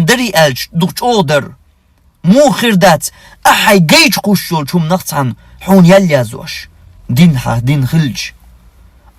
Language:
Chechen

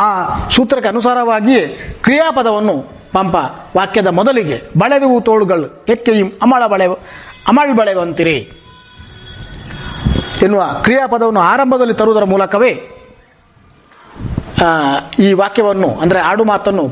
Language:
Kannada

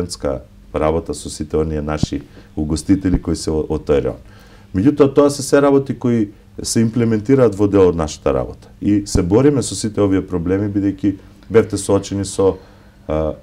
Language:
Macedonian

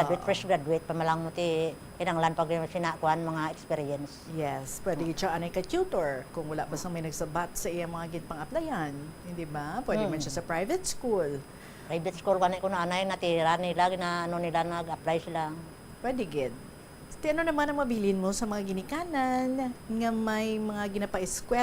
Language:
Hiligaynon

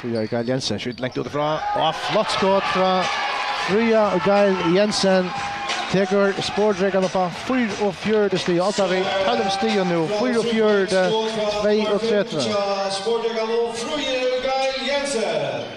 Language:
Faroese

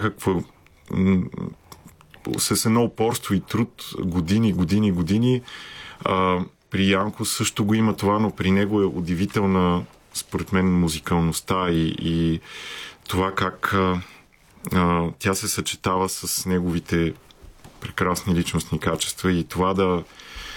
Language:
Bulgarian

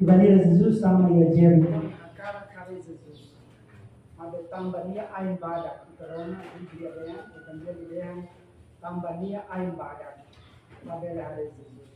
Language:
Tetum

